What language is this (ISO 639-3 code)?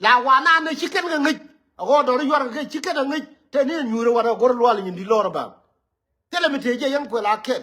nus